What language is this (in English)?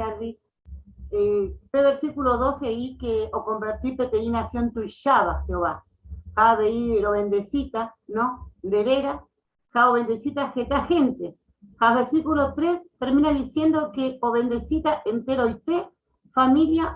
Guarani